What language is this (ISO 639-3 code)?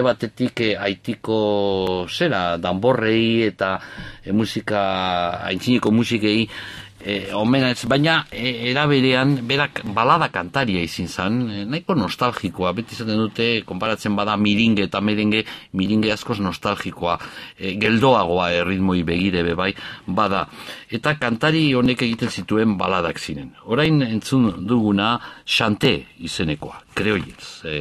eus